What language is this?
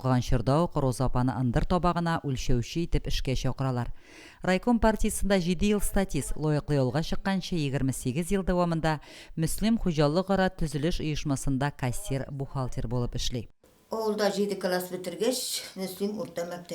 Tatar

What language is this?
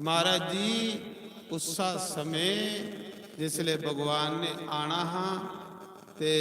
Dogri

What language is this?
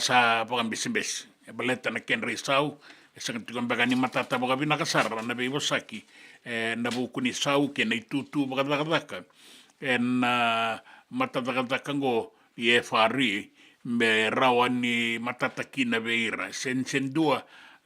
Fijian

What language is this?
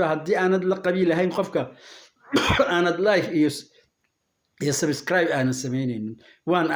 Somali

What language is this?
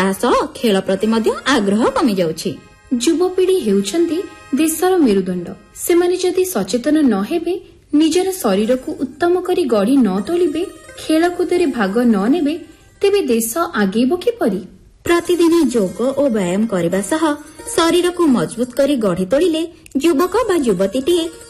Odia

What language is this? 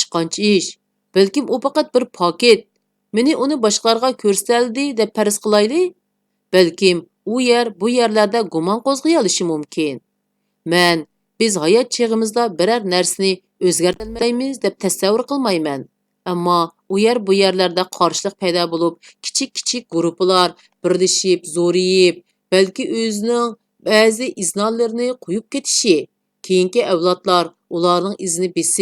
Uyghur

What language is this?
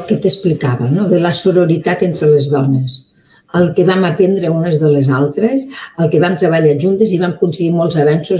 Catalan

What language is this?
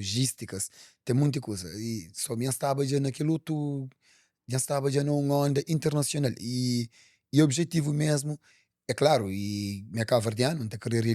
Kabuverdianu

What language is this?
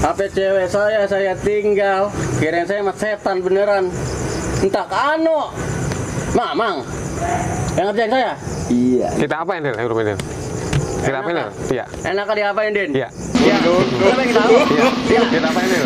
Betawi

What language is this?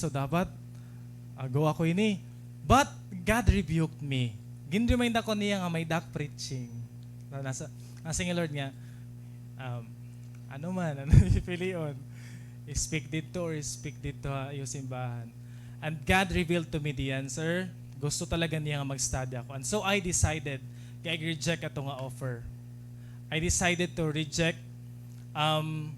Waray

